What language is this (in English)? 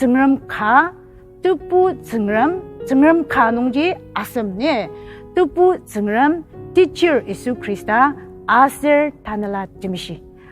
Ao Naga